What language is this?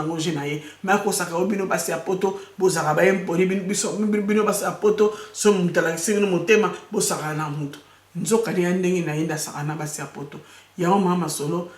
Lingala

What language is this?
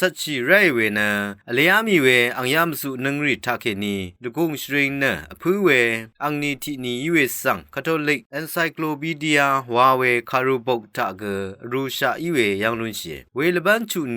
Rawang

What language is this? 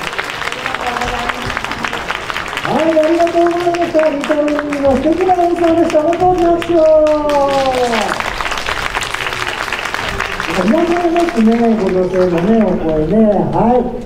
Japanese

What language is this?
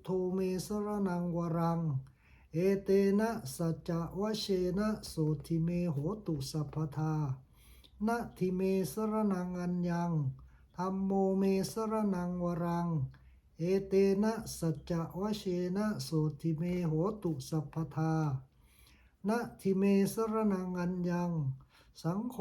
Pali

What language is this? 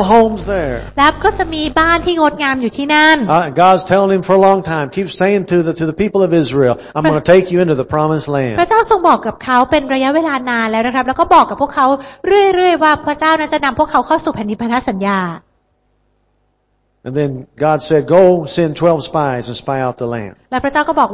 Thai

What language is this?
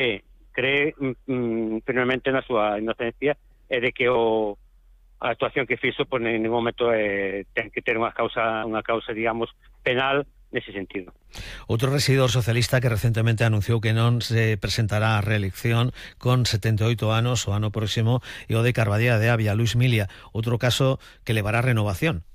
Galician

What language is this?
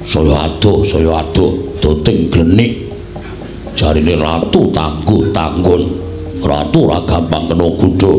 Javanese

